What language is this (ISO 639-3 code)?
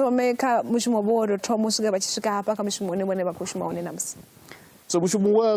ven